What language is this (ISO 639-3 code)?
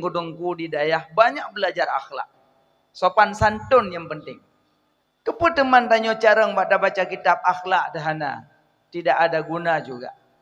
ace